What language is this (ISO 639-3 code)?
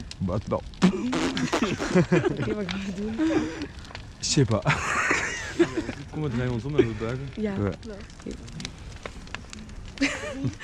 nld